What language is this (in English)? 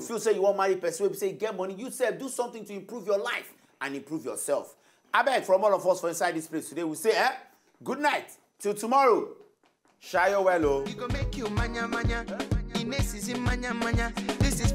Nigerian Pidgin